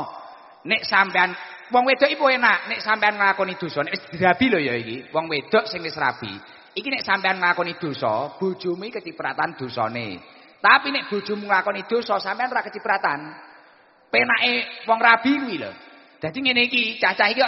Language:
Javanese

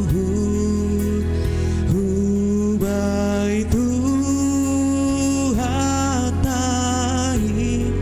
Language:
Batak Simalungun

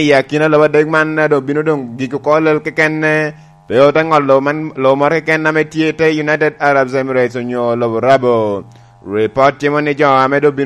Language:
Lango (Uganda)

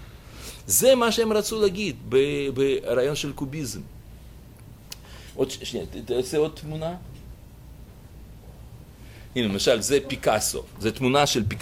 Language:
Hebrew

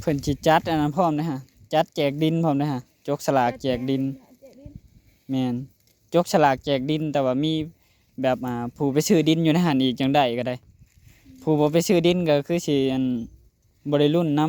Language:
Northeastern Thai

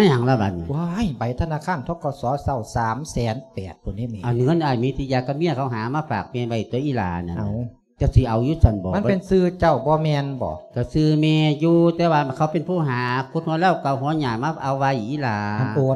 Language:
Lao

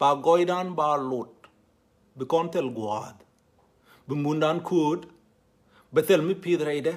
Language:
Nuer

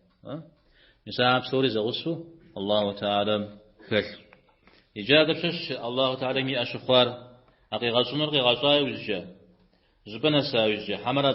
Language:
Kabardian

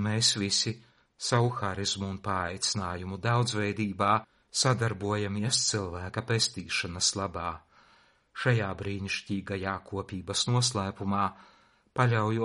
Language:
Latvian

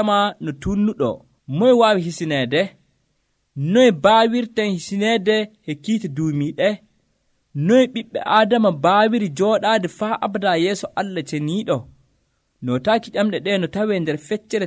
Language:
Nigerian Fulfulde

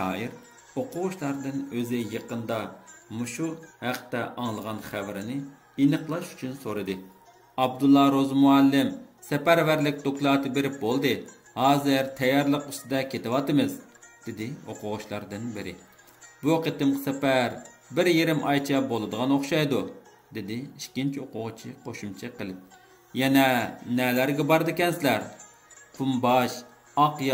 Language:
Uyghur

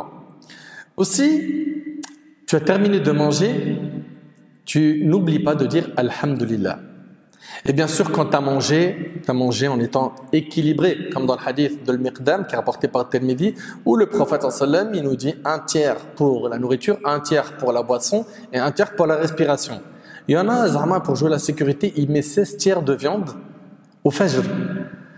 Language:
French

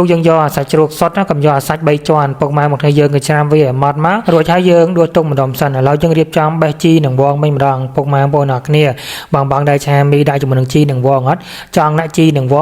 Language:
Khmer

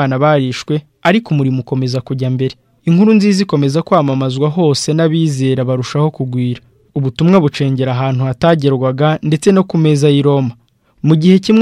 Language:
Kinyarwanda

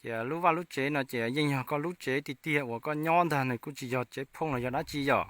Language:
Hmong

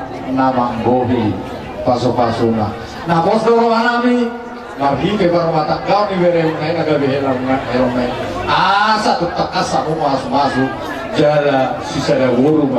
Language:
Batak Toba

